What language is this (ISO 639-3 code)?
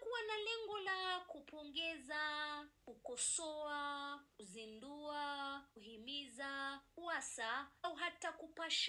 swa